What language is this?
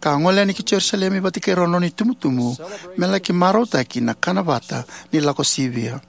Fijian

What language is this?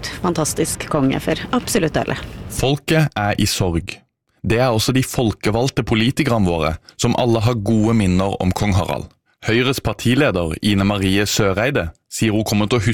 Norwegian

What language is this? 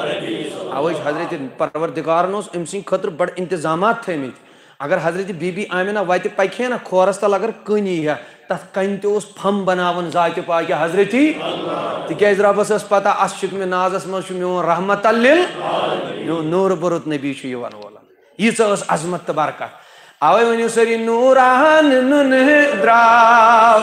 Kashmiri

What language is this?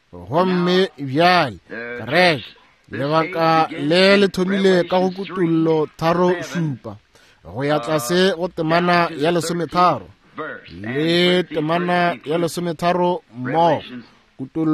Northern Sotho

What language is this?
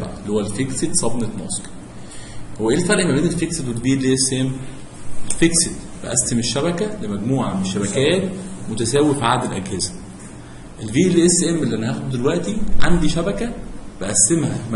Egyptian Arabic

